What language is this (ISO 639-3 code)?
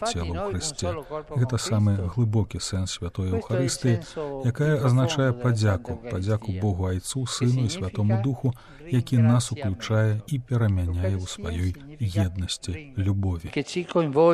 bel